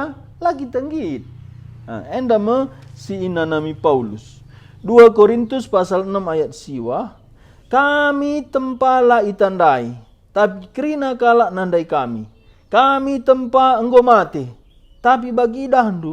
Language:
Batak Karo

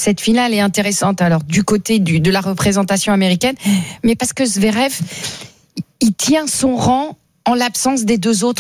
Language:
French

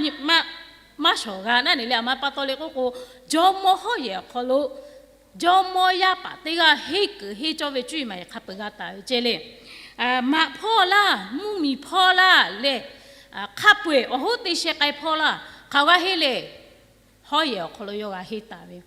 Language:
Lahu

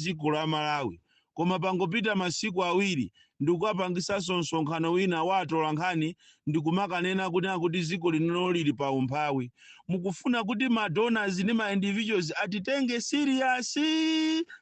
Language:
Nyanja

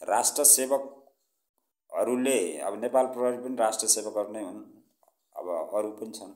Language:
Nepali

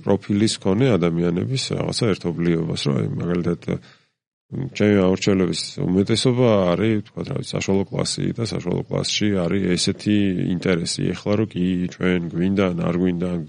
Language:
Georgian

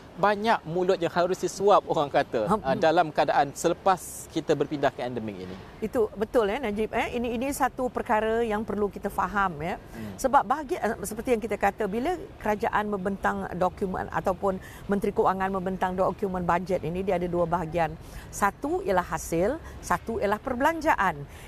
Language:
Malay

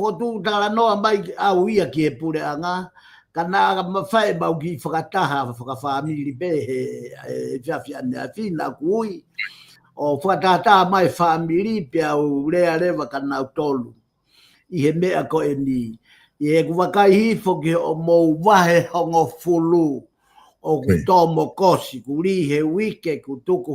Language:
Tongan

